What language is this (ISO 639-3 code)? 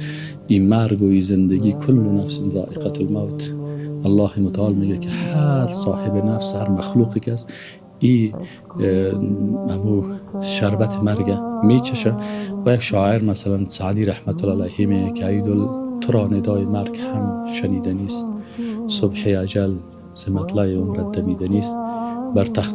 fas